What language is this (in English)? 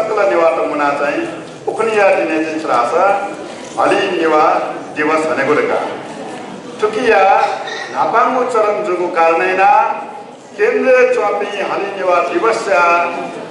Newari